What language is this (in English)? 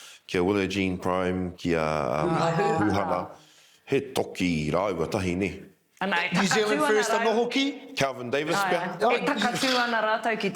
Māori